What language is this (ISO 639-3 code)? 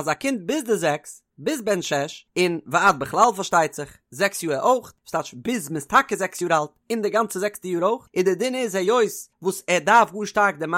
yid